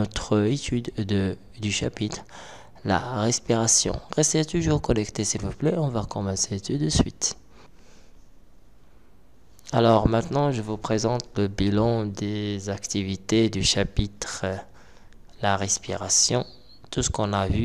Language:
French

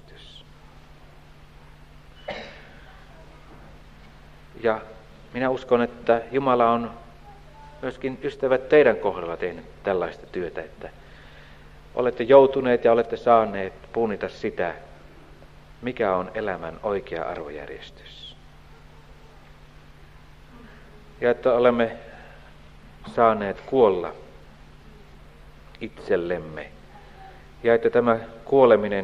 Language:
Finnish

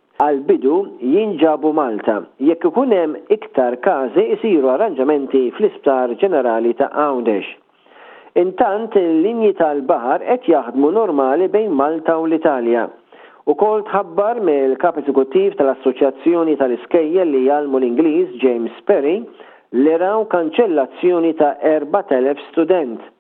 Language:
Maltese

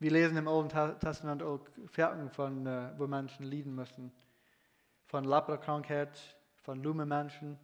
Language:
Plautdietsch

